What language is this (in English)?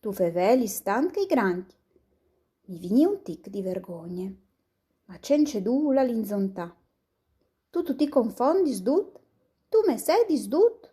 Friulian